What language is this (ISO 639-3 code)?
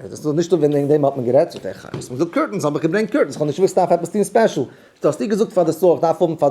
yid